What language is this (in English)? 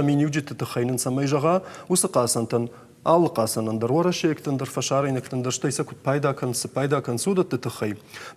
Ossetic